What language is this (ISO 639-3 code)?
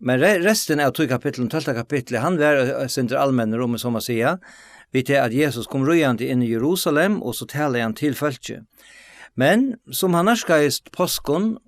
fao